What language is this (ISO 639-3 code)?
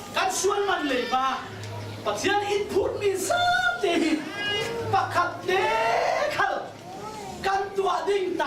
cfm